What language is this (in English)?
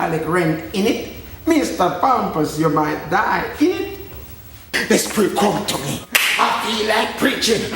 Jamaican Creole English